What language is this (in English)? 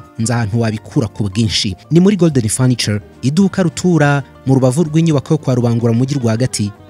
Kinyarwanda